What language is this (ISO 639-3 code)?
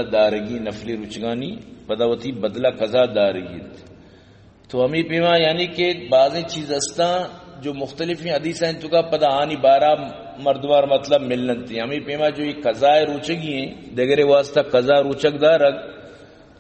bal